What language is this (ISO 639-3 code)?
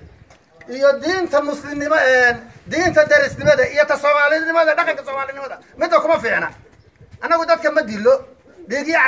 som